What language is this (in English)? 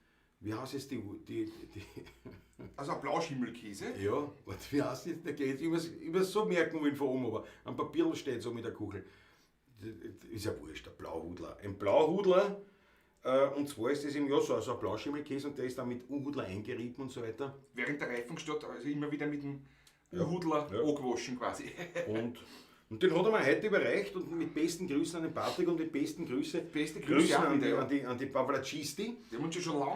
Bavarian